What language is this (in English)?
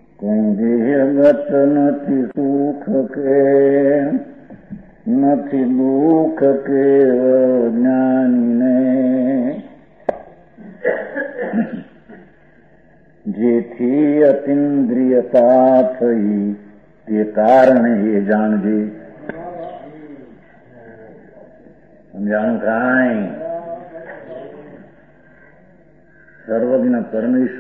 Gujarati